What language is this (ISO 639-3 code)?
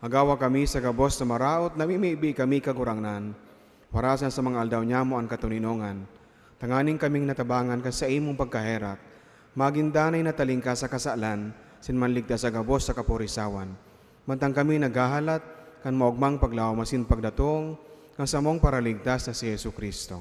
bik